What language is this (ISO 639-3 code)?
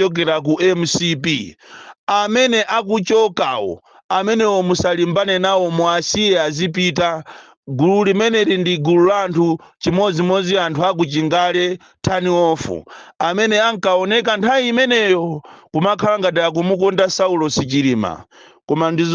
nya